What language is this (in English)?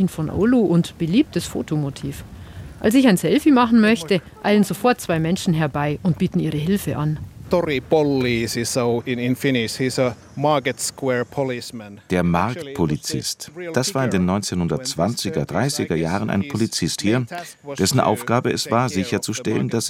German